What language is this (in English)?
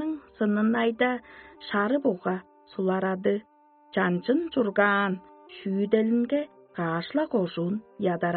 Tuvinian